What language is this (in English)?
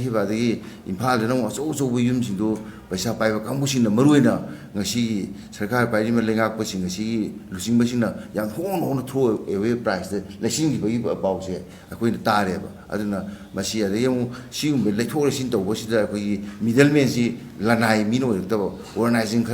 Manipuri